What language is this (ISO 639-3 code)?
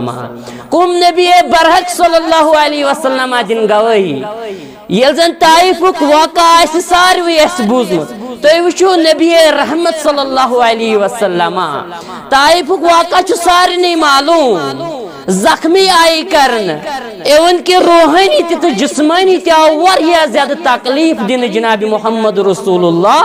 kas